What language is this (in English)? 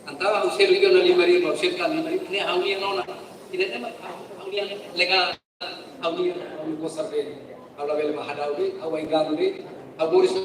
Tetum